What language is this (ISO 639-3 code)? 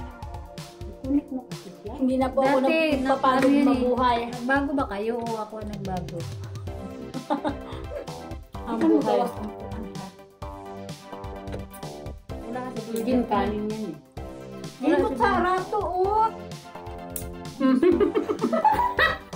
fil